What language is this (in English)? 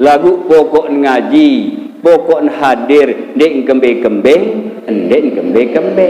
Sasak